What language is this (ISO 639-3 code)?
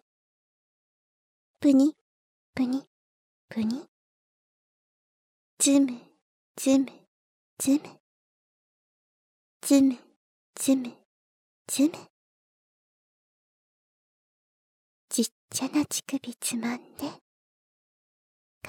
jpn